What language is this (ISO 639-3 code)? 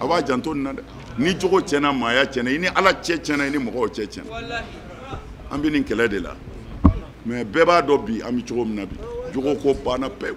bam